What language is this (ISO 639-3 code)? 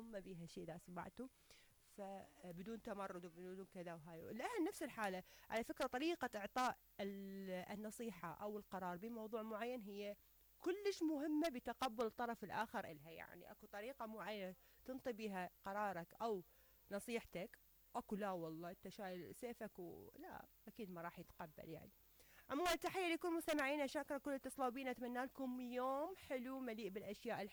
acm